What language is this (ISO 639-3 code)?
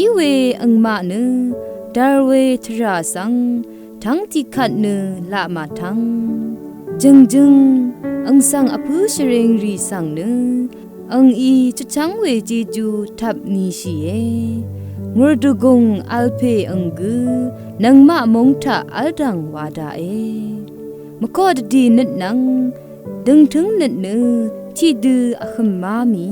raw